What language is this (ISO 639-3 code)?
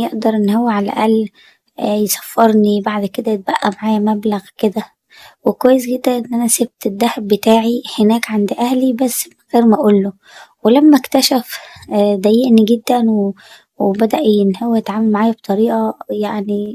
arz